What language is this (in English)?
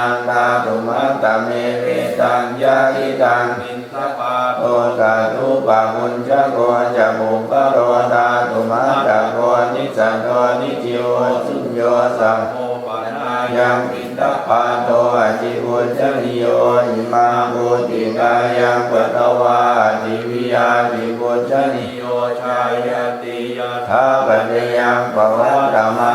Pali